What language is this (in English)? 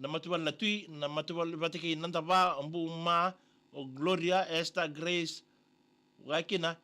Fijian